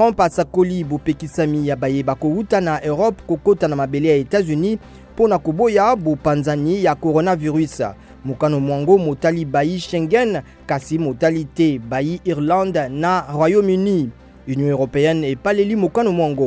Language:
Lingala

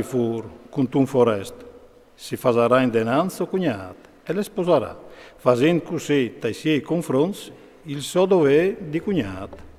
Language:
Friulian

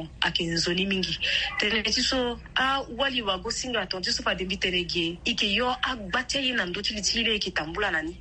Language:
Sango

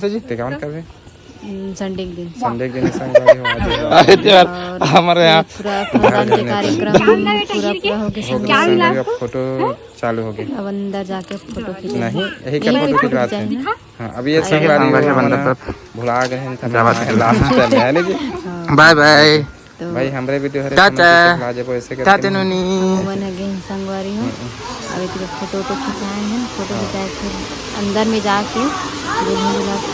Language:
Chhattisgarhi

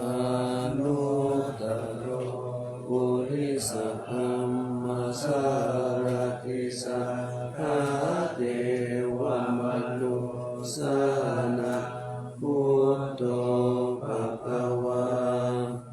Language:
Pali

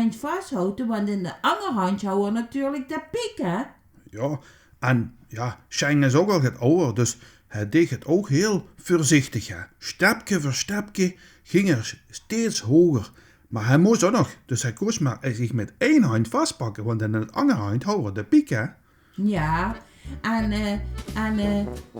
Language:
Limburgish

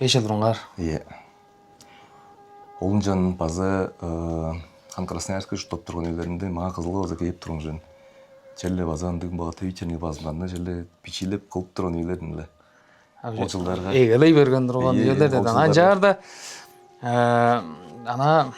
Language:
Tuvinian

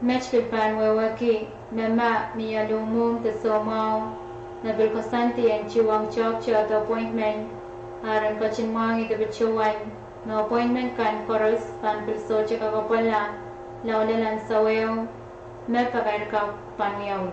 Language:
Pohnpeian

